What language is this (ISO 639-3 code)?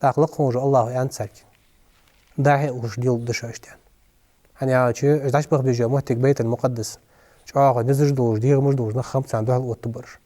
inh